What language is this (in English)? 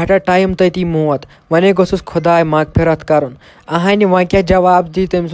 Kashmiri